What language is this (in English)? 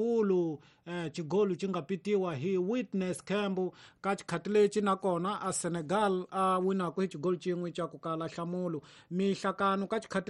Tsonga